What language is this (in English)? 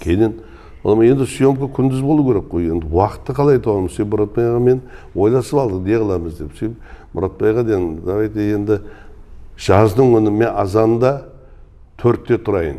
Kara-Kalpak